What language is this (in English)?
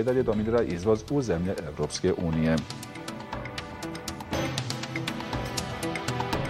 Bosnian